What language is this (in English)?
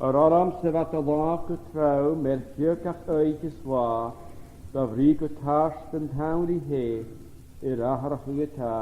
Scottish Gaelic